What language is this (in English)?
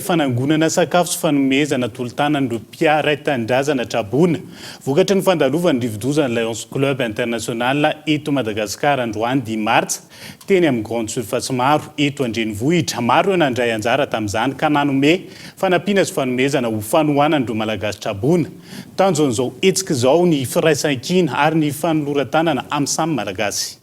Malagasy